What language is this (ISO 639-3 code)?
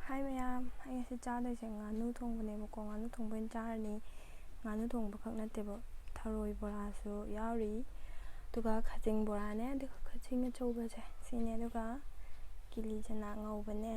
mni